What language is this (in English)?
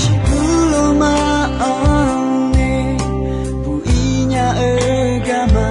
Akha